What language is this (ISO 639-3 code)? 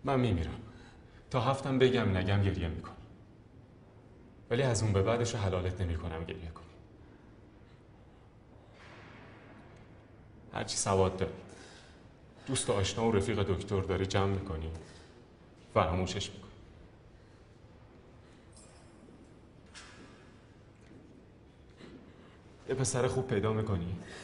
fas